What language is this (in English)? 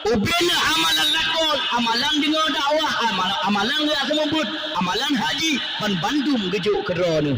Achinese